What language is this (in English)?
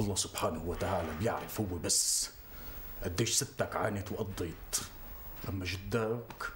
North Levantine Arabic